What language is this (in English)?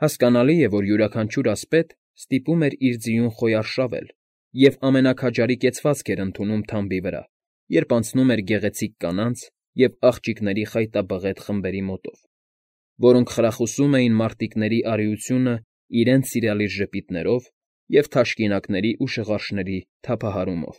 Armenian